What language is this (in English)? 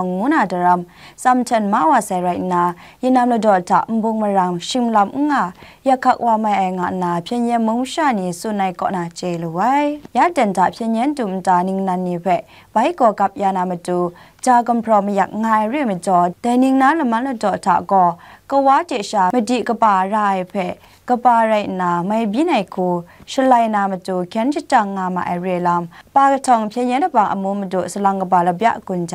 Kachin